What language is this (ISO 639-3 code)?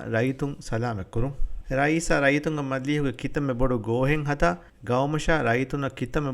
div